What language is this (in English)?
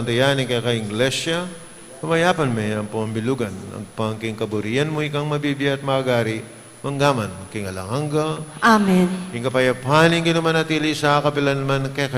Pampanga